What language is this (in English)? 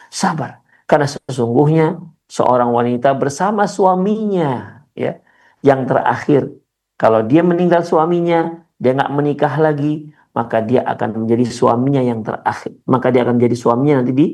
Indonesian